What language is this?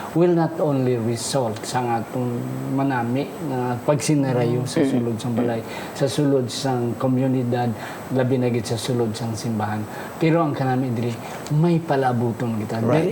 Hiligaynon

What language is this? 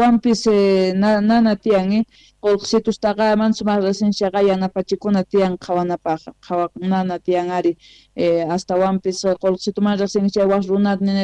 South Bolivian Quechua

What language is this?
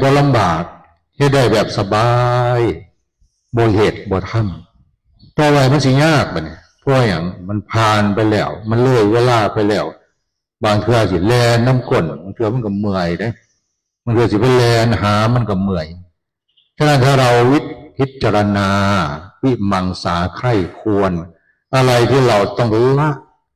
Northeastern Thai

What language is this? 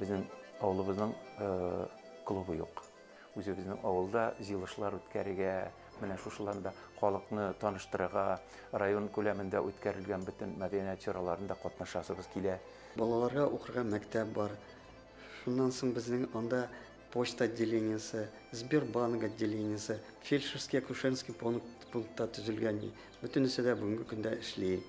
Bashkir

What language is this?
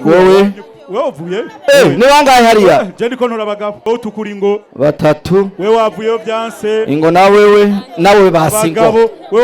Rundi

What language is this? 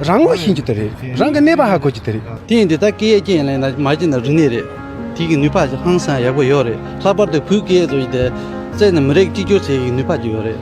Tibetan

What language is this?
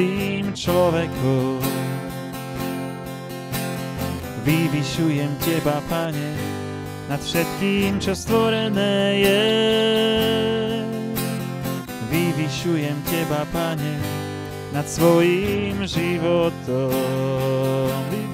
Slovak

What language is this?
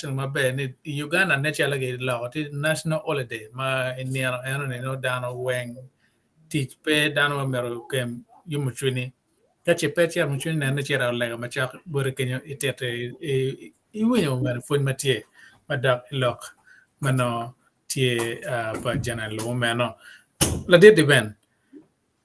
Acoli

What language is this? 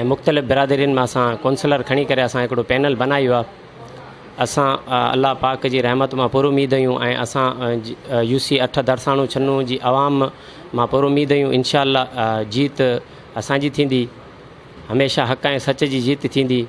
Sindhi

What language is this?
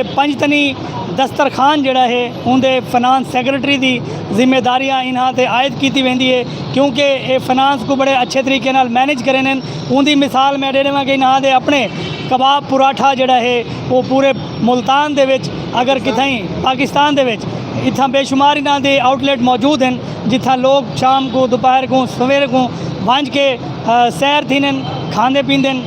Saraiki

